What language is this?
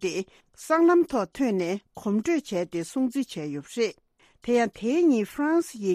Tibetan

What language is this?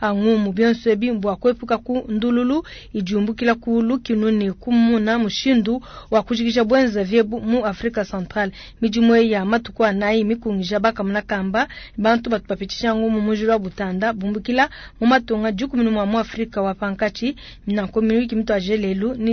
Luba-Lulua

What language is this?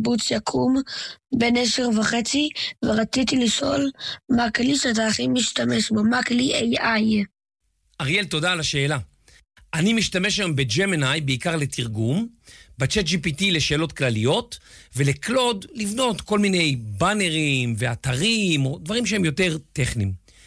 Hebrew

